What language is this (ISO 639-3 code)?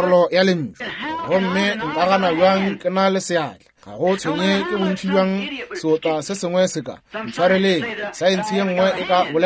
nso